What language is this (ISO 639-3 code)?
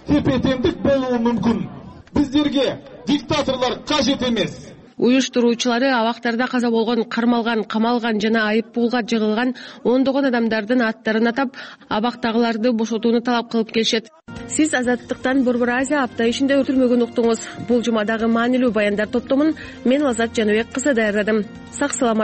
kir